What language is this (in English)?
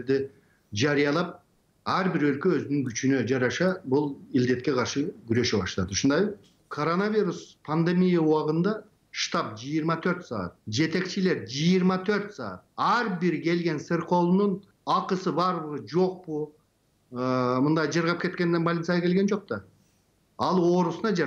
Kyrgyz